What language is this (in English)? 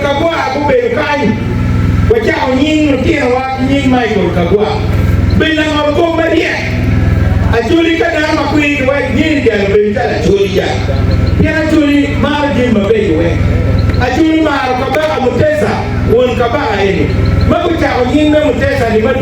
Acoli